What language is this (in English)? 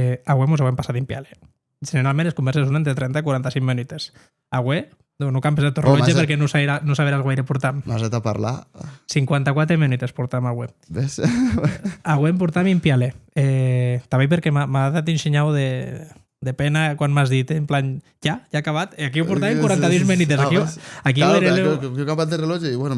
Occitan